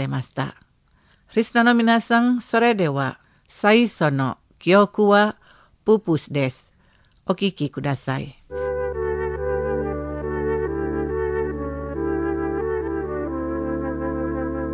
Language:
Japanese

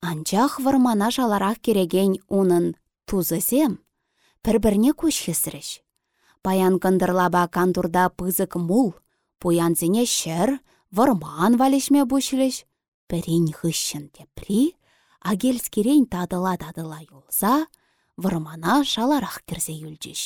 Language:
Chuvash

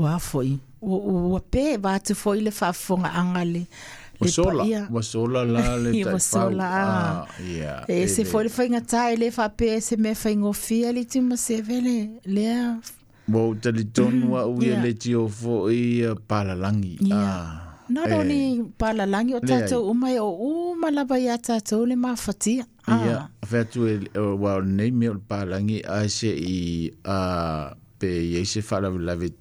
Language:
Samoan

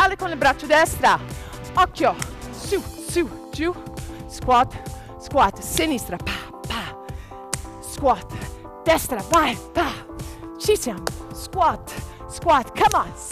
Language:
Italian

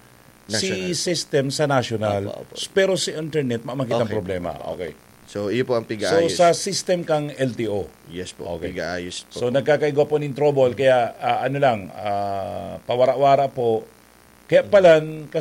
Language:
Bikol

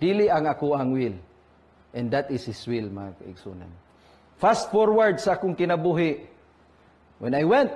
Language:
Cebuano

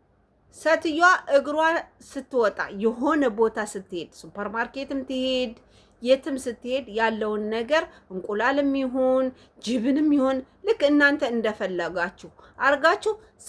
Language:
Amharic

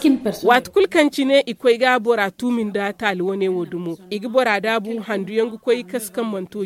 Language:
Zarma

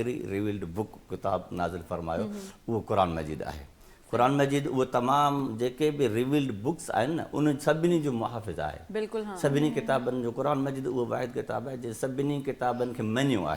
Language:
Sindhi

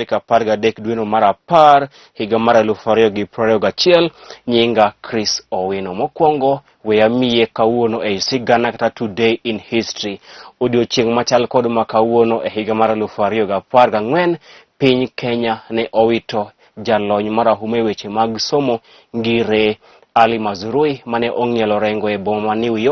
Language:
Luo (Kenya and Tanzania)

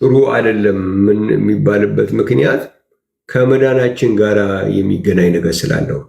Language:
Amharic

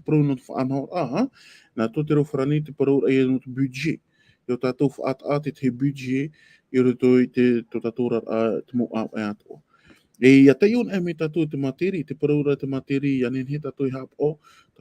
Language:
Tahitian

